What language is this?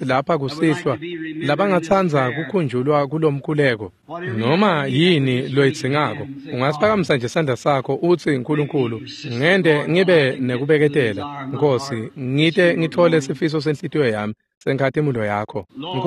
Swati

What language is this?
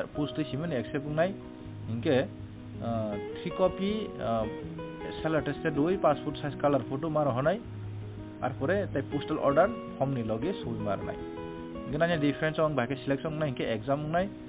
Kok Borok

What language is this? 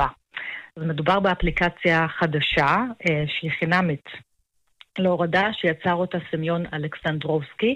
Hebrew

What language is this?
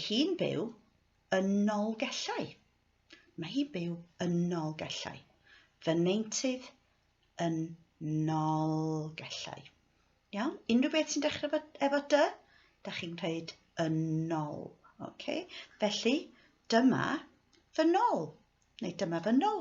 Welsh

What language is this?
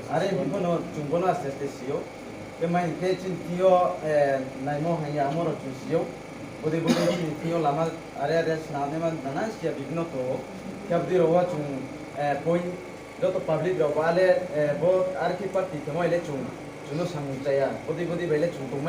Kok Borok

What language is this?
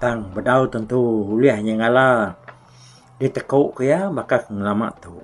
Iban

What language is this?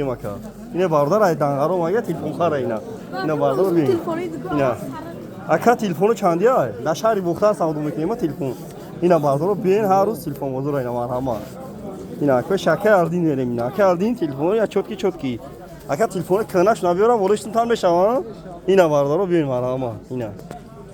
Tajik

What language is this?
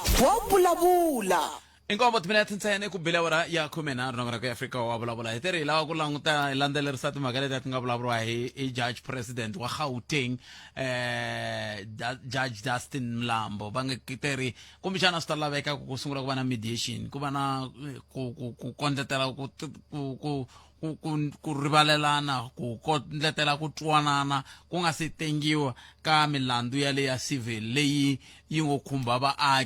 Tsonga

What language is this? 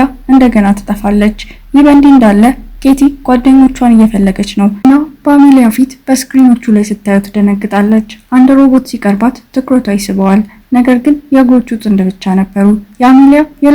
Amharic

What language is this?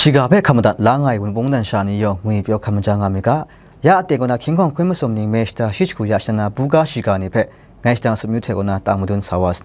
Kachin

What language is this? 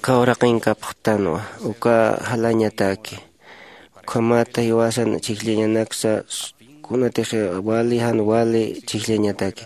Aymara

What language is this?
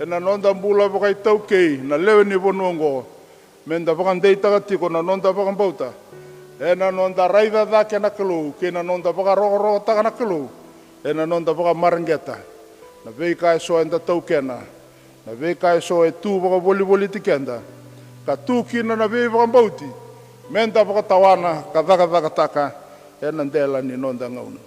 Fijian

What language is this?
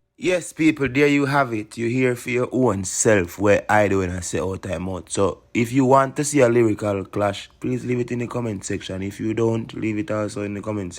Jamaican Creole English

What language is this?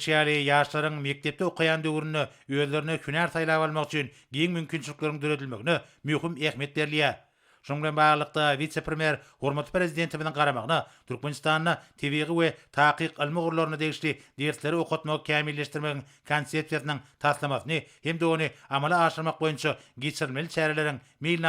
Turkmen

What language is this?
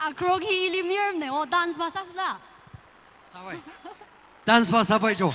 Tangkhul Naga (India)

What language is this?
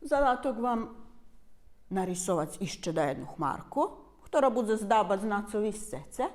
Rusyn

